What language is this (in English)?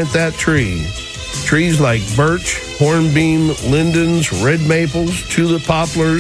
English